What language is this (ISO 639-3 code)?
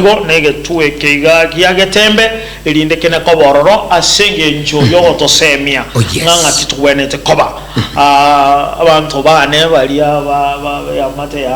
guz